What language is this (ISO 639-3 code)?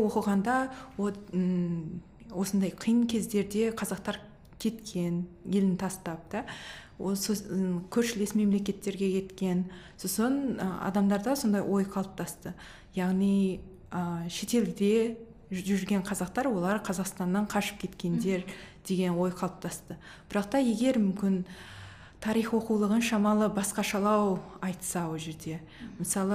kaz